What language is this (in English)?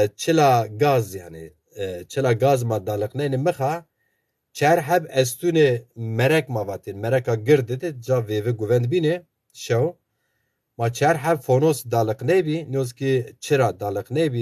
Zaza